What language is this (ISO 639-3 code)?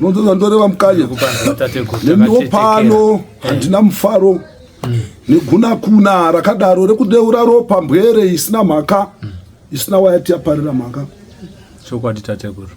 sna